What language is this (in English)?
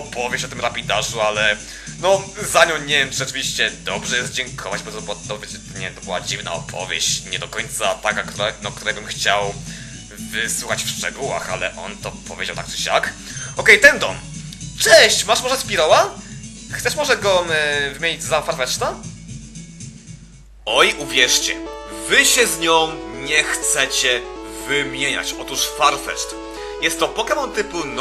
Polish